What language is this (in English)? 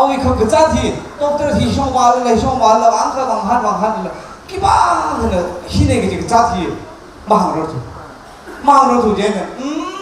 Tangkhul Naga (India)